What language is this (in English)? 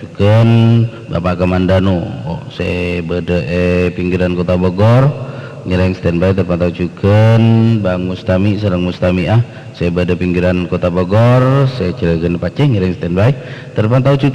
Madurese